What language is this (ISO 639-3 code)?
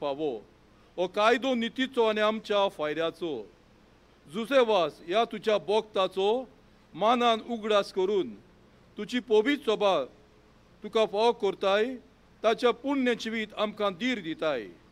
kok